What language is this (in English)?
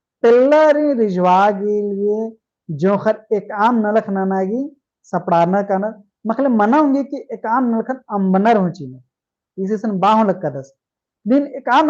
Kurukh